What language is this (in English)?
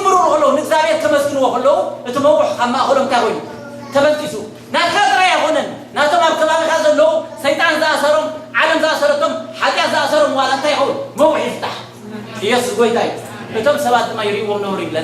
Tigrinya